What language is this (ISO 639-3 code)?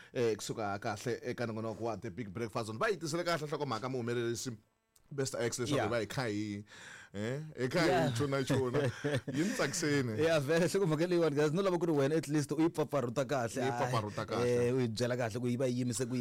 tso